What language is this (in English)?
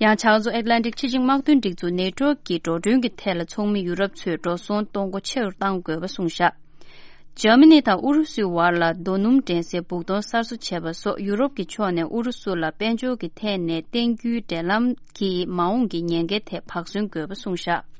Tibetan